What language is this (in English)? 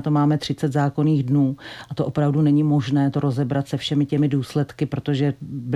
Czech